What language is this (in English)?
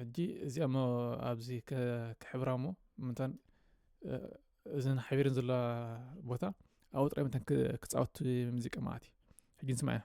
Tigrinya